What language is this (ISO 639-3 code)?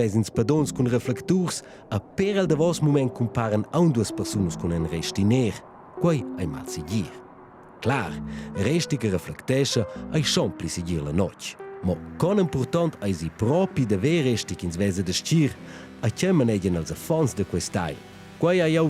roh